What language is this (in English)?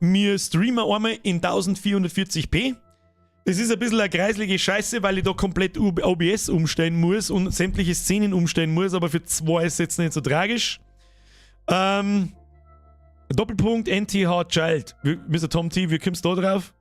Bavarian